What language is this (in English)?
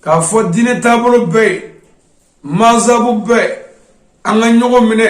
Bambara